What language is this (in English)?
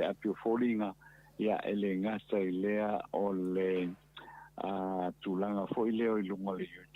Samoan